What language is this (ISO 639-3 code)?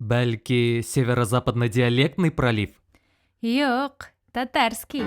bak